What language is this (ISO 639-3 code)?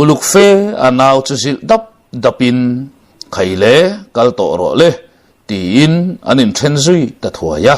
lus